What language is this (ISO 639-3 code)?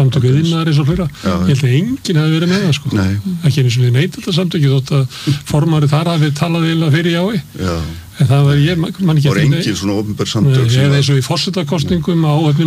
isl